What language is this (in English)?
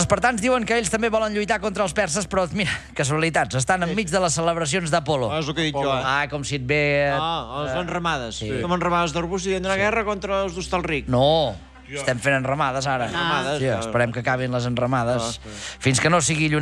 Catalan